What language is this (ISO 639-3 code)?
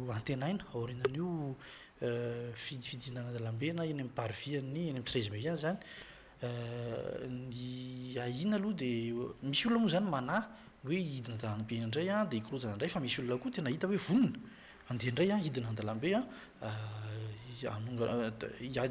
mlg